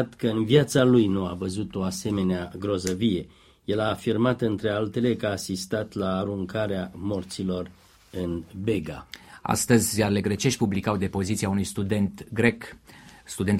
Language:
Romanian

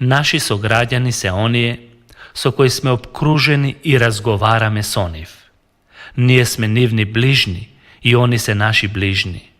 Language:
Macedonian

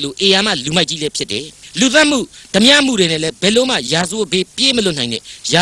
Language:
Burmese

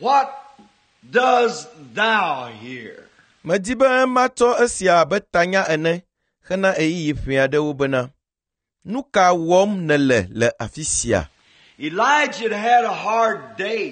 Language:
Ewe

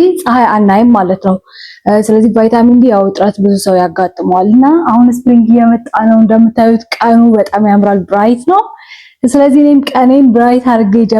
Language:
Amharic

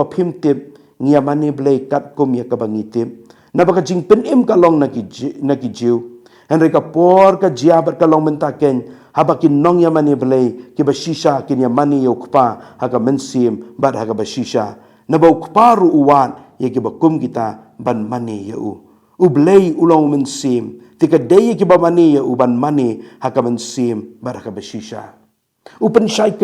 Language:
Khasi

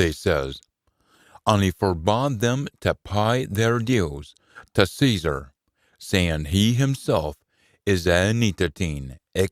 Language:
Scots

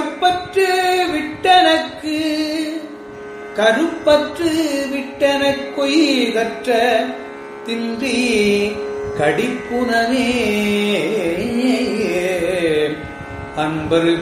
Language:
Tamil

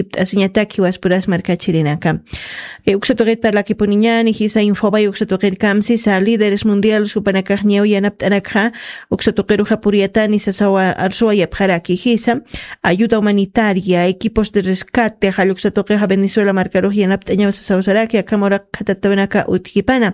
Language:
Aymara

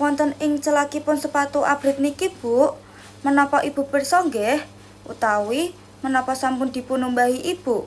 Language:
Javanese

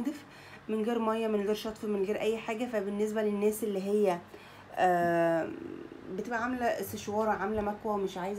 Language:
Egyptian Arabic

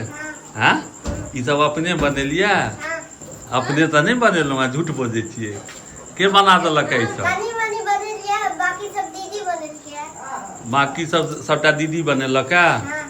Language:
Maithili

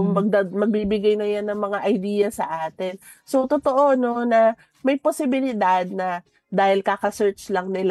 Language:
Filipino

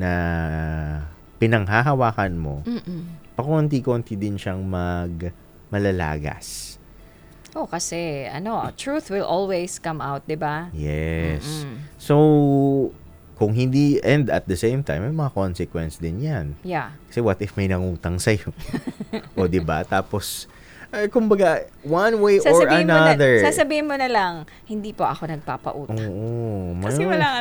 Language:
Filipino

